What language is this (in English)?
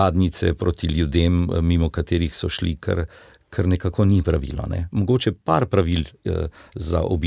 Slovenian